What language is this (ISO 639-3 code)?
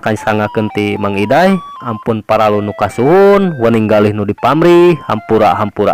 sun